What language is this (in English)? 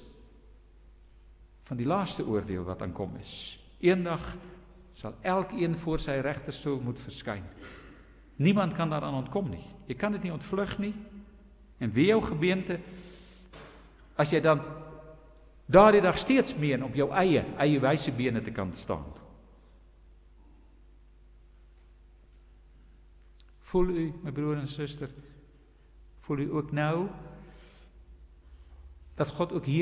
Afrikaans